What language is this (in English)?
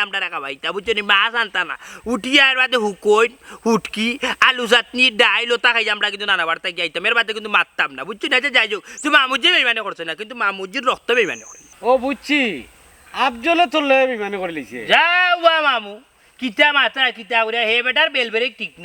Sylheti